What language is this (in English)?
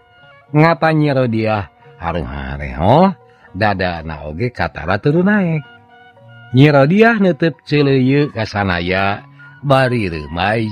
Sundanese